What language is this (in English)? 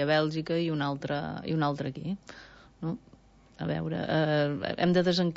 Catalan